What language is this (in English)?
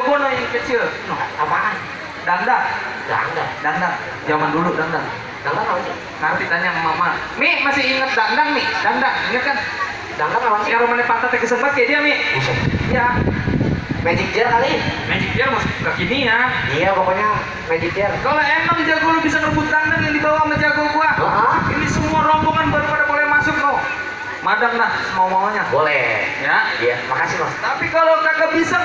Betawi